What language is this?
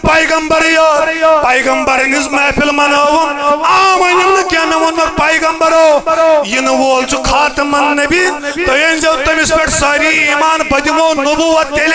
Kashmiri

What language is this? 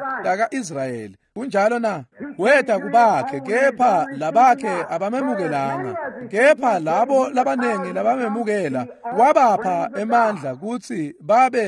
Swati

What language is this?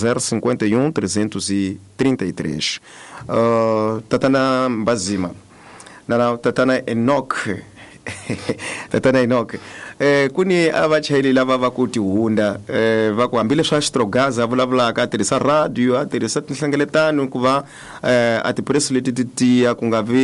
Tsonga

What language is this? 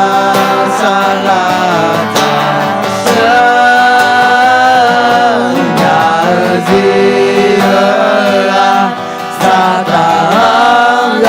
Akha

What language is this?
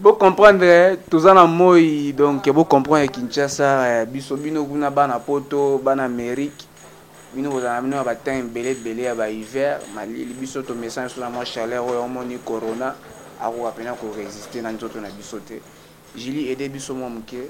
Lingala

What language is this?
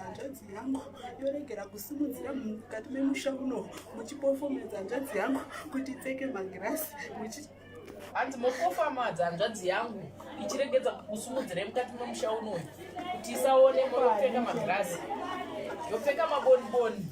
Shona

